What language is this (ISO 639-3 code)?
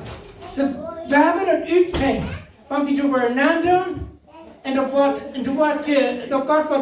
pdt